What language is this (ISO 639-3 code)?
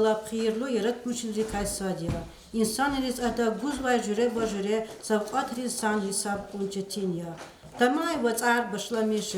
lez